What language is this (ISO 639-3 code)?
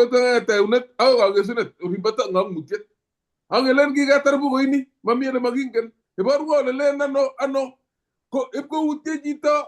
kln